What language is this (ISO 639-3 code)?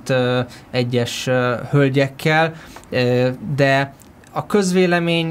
hun